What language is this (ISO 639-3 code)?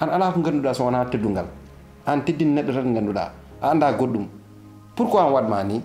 ful